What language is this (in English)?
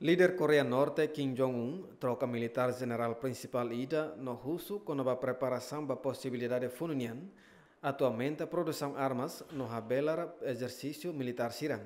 Tetum